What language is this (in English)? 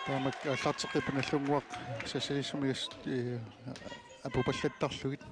Kalaallisut